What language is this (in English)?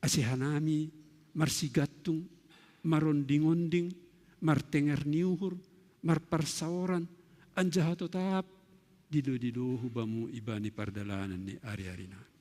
Batak Simalungun